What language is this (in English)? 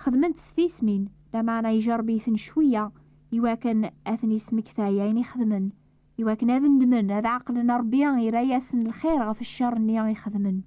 Kabyle